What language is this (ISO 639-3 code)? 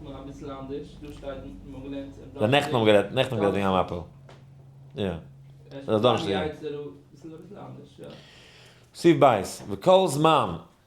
yid